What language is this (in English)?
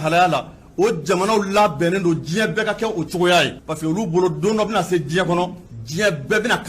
Bambara